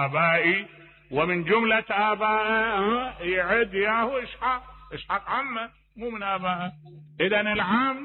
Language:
Mesopotamian Arabic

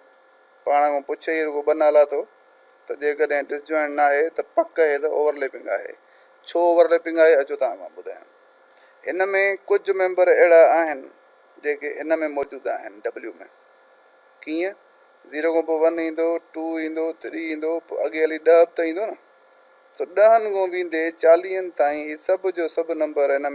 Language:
Sindhi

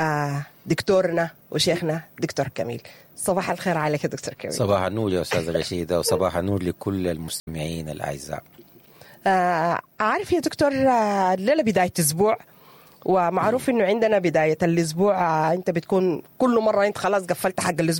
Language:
Sudanese Arabic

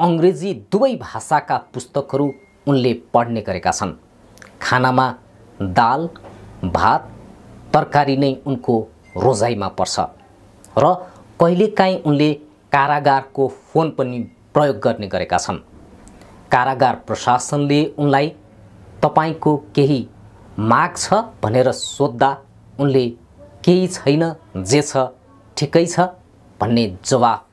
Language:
Nepali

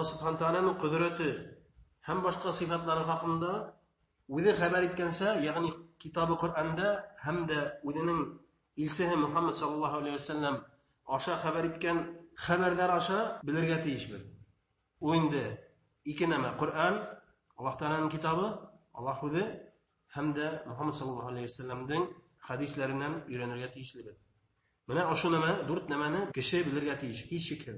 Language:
Bashkir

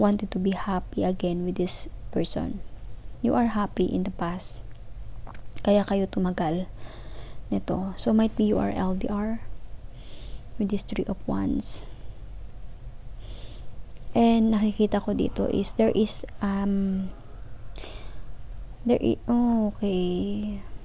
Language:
Filipino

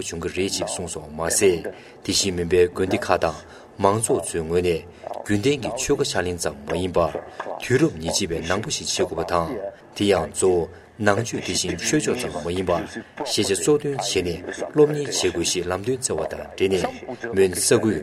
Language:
Tibetan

